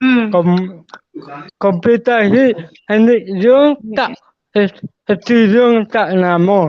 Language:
Hmar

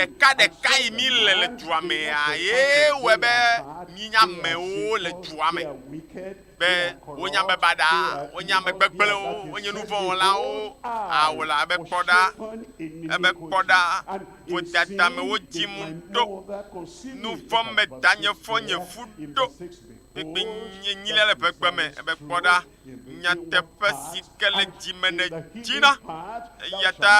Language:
Ewe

